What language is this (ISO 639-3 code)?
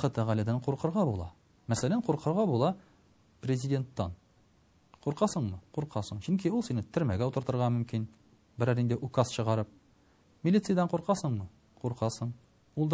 tat